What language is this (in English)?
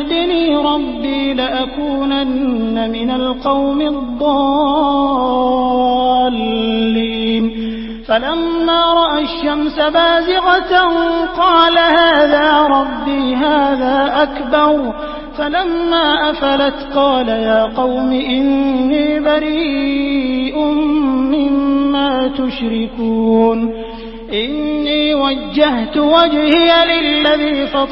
Arabic